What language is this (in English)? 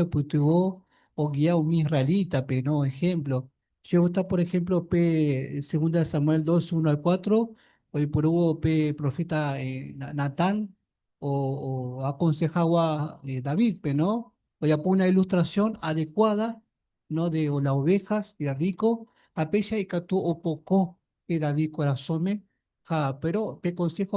Guarani